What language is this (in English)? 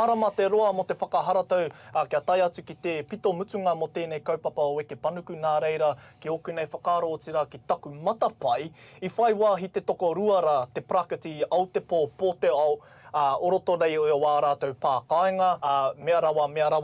Māori